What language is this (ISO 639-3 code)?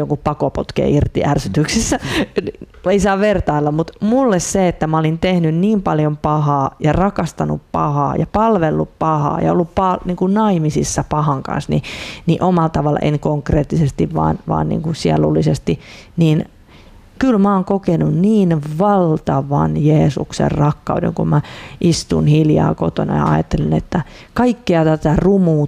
fin